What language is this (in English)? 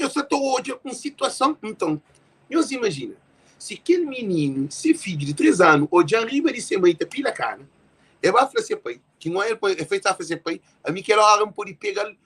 Kabuverdianu